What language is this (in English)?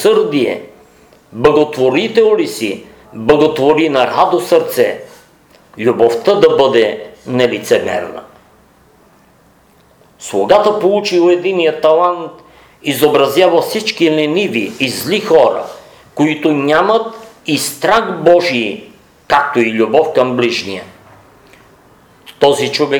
Bulgarian